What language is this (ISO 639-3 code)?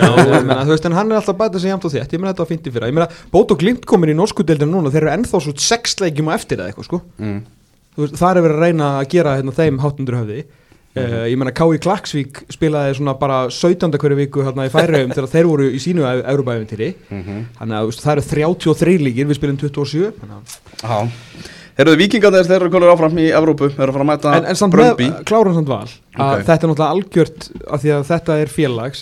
isl